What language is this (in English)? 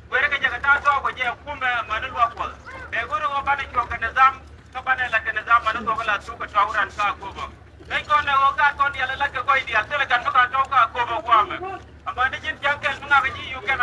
Nuer